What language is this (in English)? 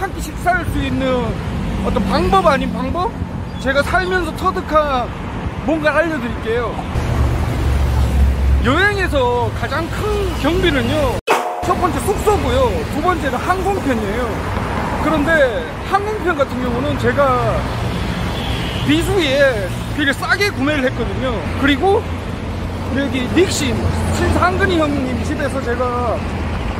Korean